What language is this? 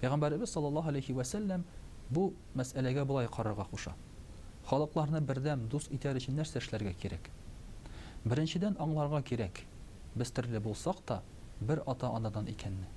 Tatar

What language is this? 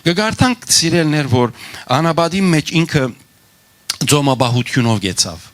Western Armenian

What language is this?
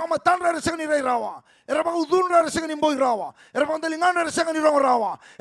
Fijian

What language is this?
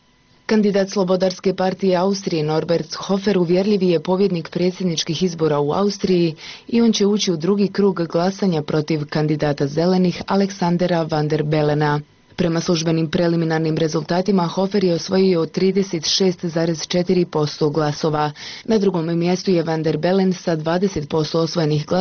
Bosnian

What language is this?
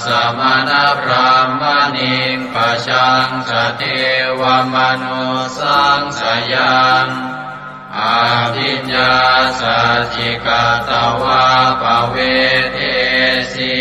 Pali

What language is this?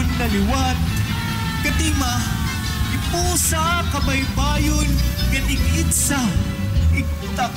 Waray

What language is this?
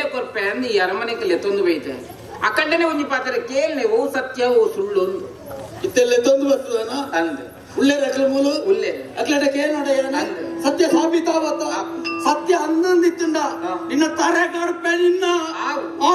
Tulu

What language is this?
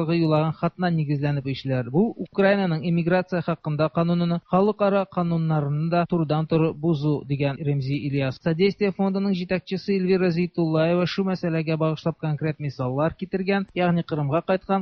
Tatar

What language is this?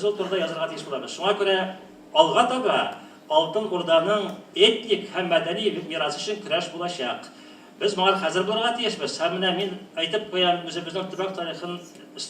Tatar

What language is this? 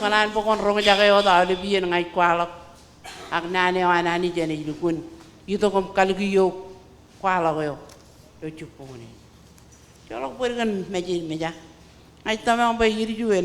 Marshallese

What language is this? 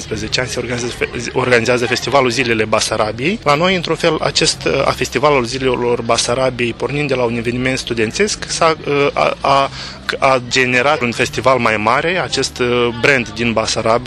Romanian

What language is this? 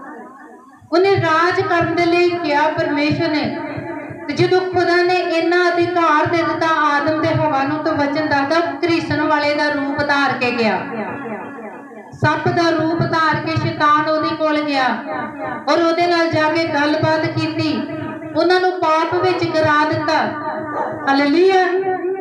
Punjabi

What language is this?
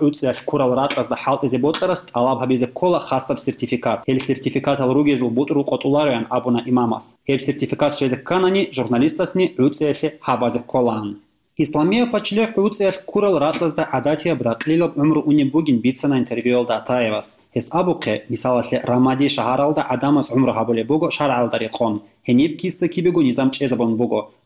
Avaric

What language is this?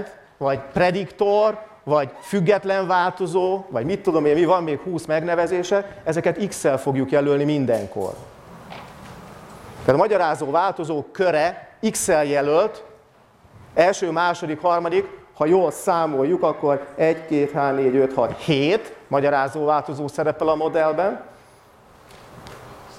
Hungarian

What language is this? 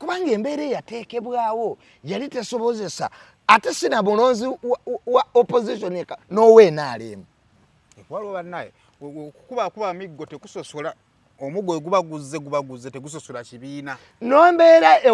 Ganda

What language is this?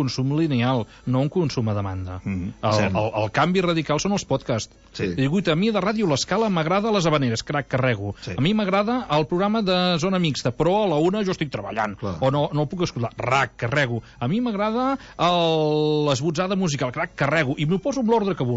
Catalan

